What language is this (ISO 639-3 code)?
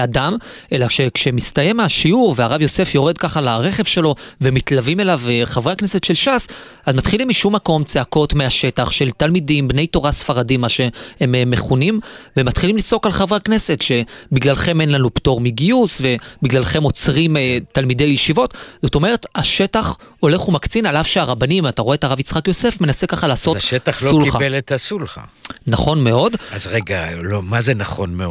heb